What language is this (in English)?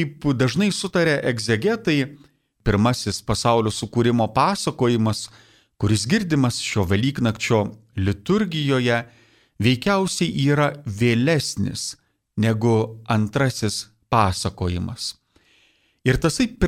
Lithuanian